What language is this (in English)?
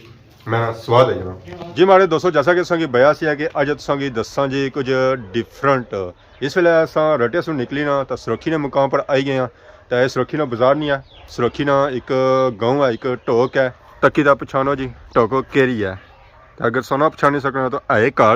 Pahari-Potwari